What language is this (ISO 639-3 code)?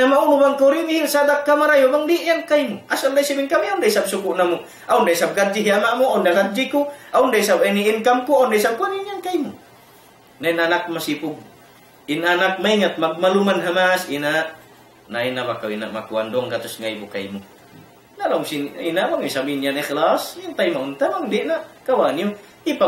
tsg